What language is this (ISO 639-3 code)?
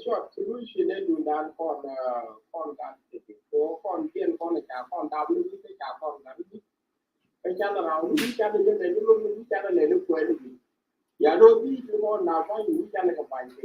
nus